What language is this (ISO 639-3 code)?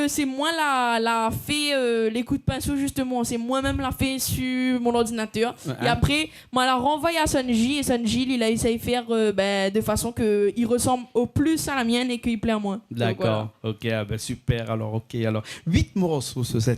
rcf